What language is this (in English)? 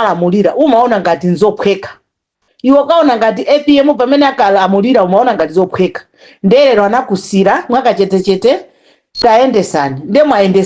Nyanja